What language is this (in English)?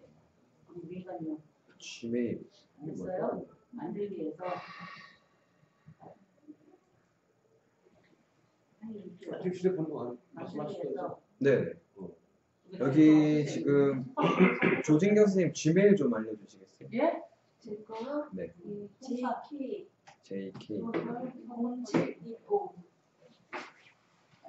Korean